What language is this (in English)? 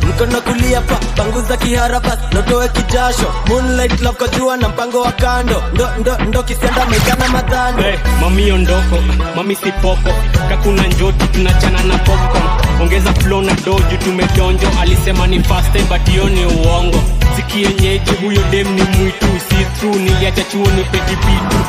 Swahili